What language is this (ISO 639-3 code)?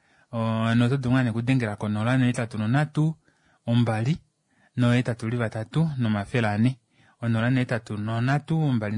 kua